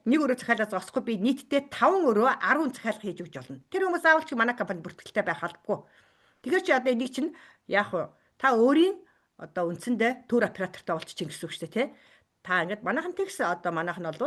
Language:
Mongolian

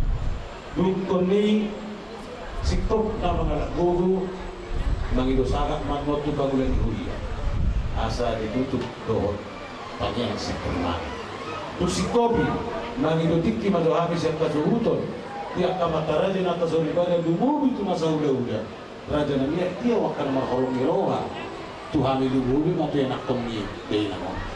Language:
Batak Toba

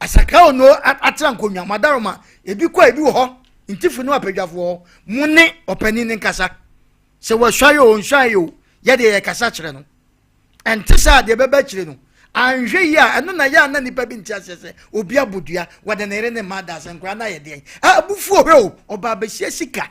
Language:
Akan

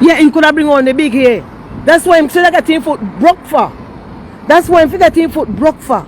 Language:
Jamaican Creole English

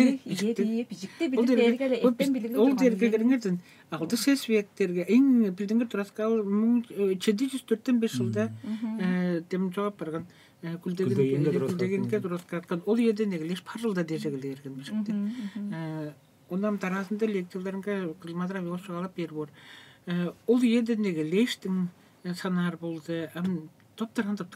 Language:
Tuvinian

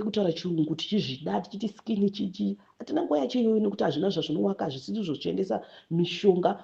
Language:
Shona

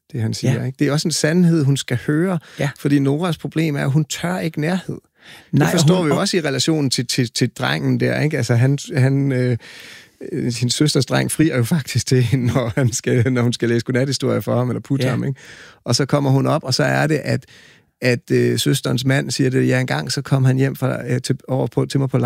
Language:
Danish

